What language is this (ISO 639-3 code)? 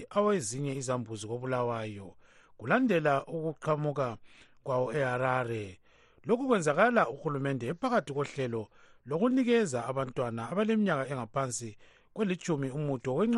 nde